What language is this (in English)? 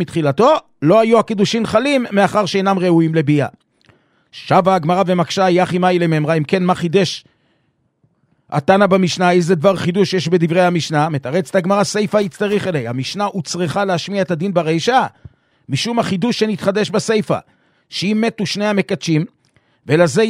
Hebrew